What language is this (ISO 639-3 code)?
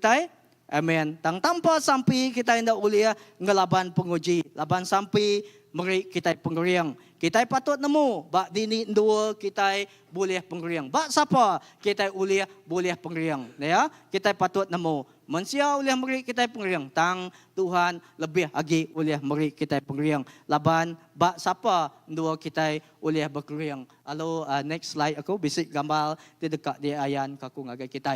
iba